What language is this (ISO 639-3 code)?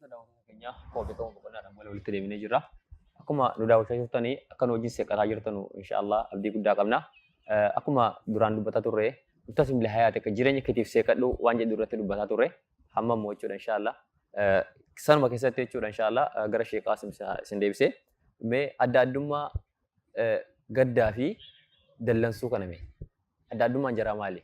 orm